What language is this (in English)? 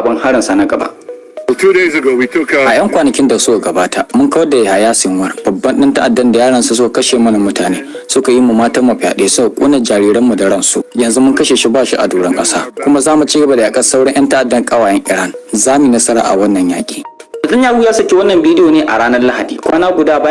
Hausa